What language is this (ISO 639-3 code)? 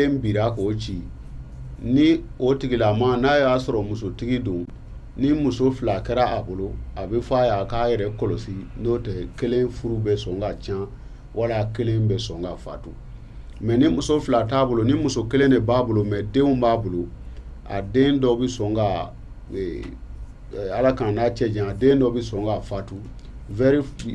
bam